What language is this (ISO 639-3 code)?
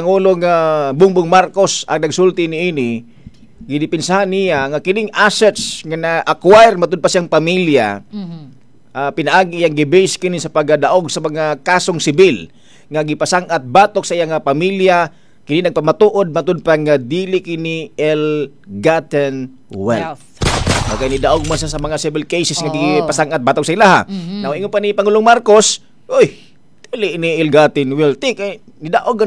ceb